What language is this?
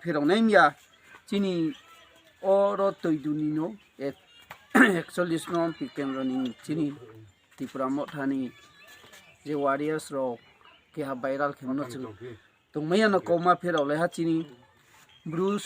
Kok Borok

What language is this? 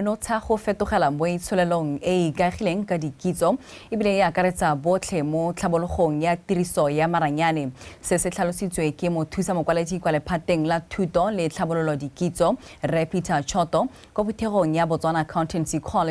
Tswana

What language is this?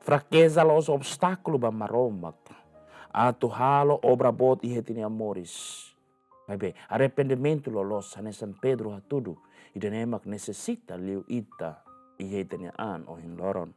Tetum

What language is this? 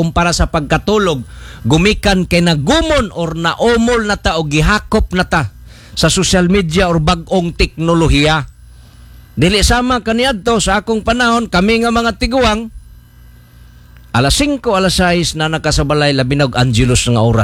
Cebuano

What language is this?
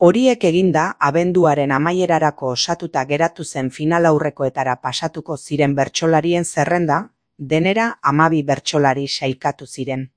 Basque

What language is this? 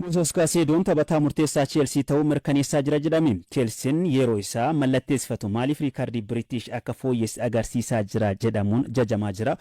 Oromo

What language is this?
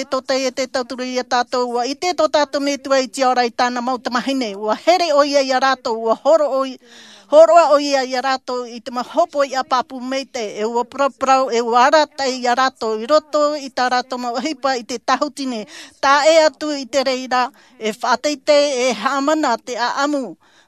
Tahitian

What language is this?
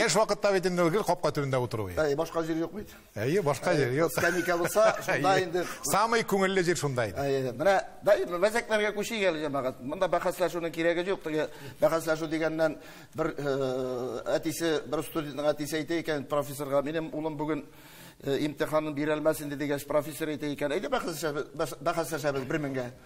Tatar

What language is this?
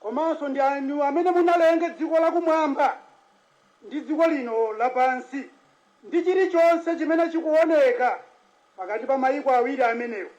Nyanja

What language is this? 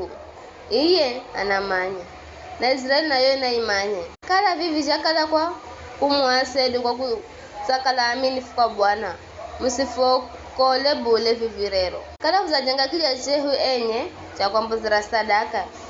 Giryama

